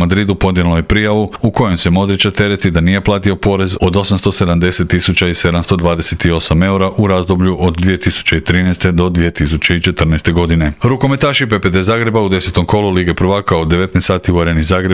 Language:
Croatian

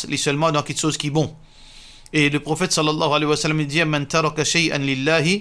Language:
Morisyen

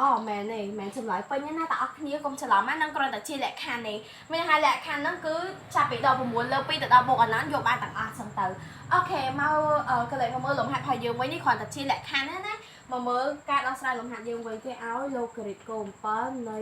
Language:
Khmer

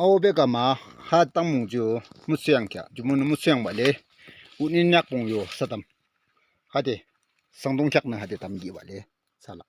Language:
Yimchungru Naga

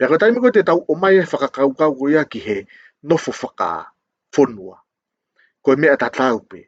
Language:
Tongan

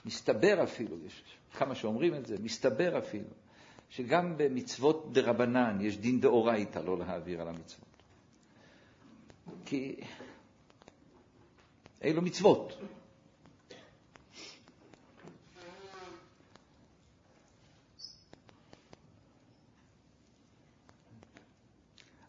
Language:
Hebrew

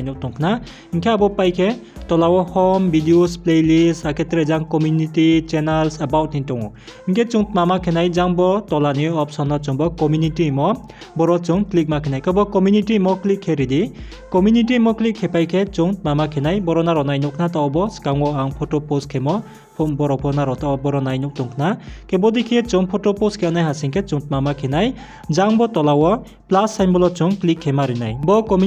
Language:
Riang (India)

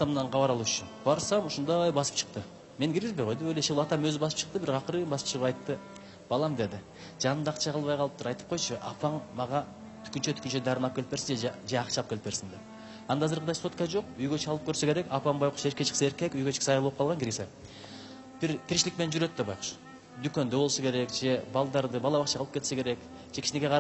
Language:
Kyrgyz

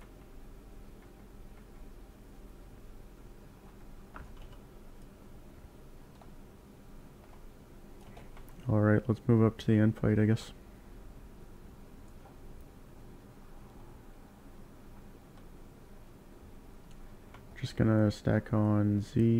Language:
English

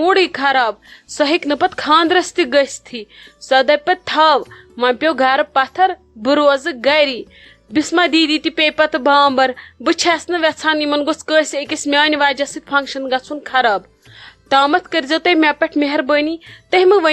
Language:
Kashmiri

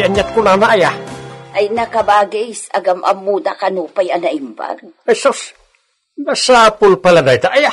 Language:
Iloko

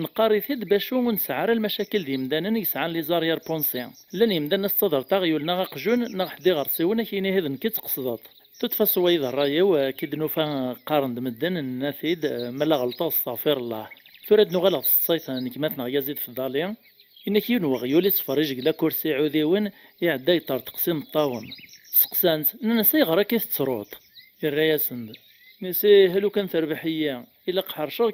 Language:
Kabyle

